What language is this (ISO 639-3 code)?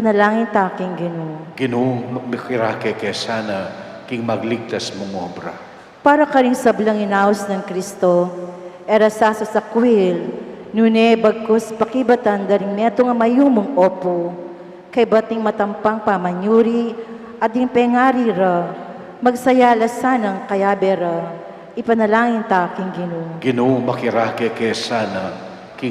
pam